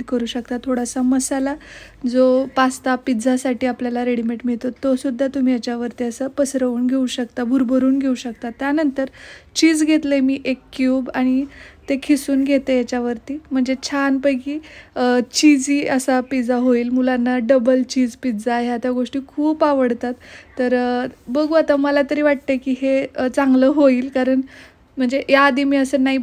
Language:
Marathi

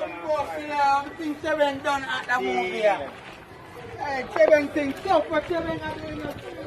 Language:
Jamaican Creole English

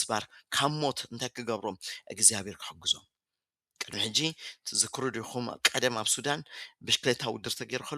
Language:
Tigrinya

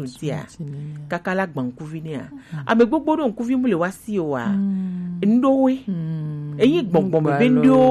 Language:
Gen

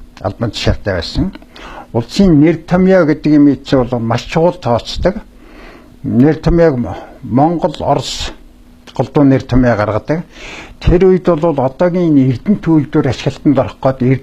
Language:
Mongolian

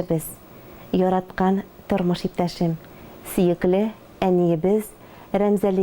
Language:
Tatar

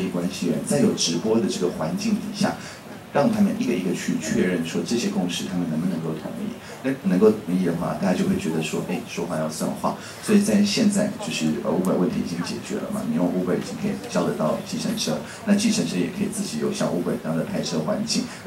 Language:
Chinese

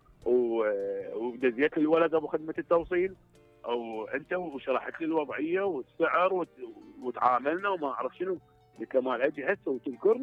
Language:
Mesopotamian Arabic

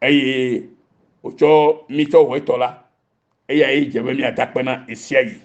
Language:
Ewe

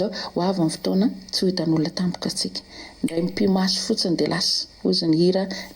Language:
Malagasy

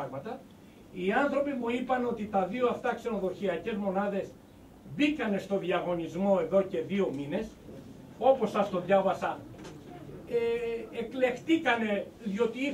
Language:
Greek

